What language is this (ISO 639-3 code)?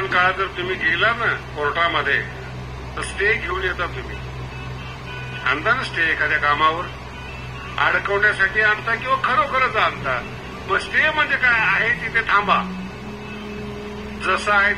mar